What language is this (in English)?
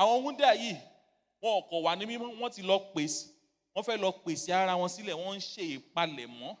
Yoruba